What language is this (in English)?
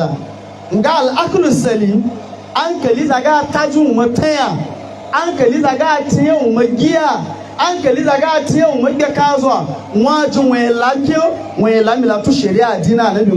Hausa